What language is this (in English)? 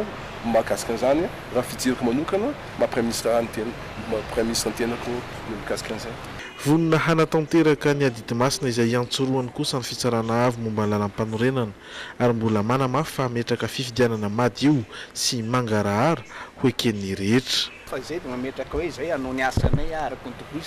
Malagasy